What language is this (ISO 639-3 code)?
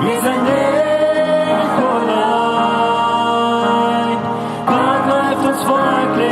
pdt